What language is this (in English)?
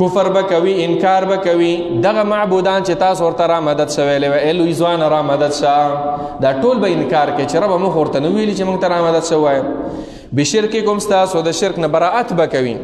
Pashto